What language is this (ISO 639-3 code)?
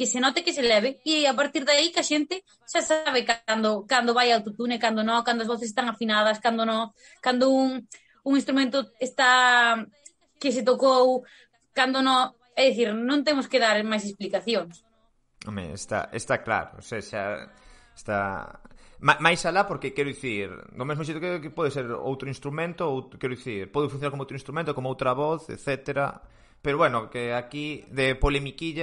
glg